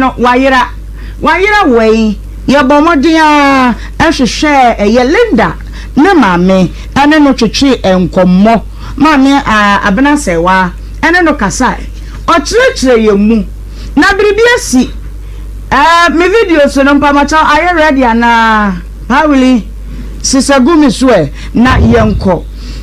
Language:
Akan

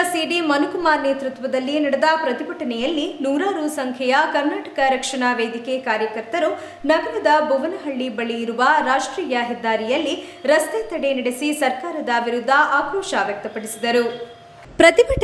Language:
Kannada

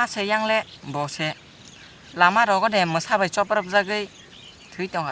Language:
Kok Borok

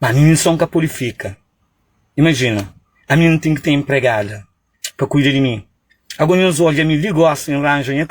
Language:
Kabuverdianu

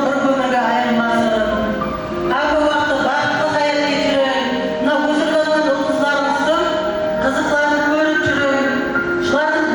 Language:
Kara-Kalpak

